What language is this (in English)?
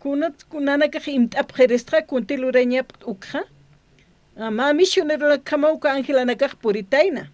Aymara